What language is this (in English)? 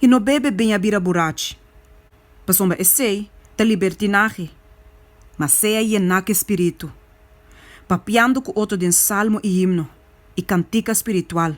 Papiamento